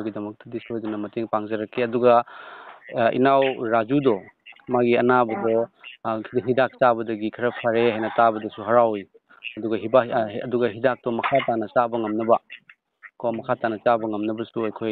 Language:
Manipuri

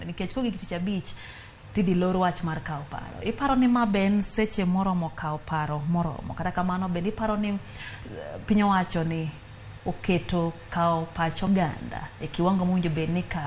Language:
Luo (Kenya and Tanzania)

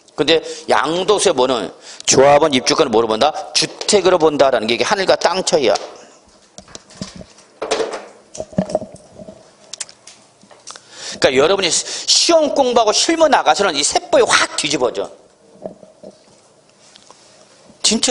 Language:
Korean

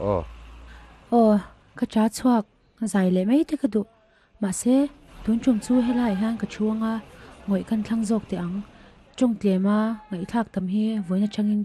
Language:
Mizo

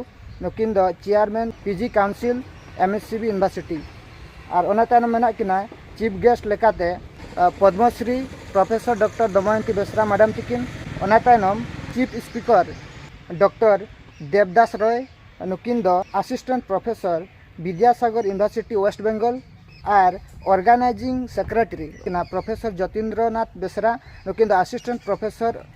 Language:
Santali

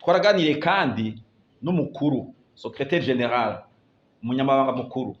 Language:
Rundi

